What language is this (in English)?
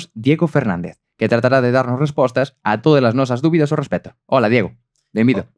Galician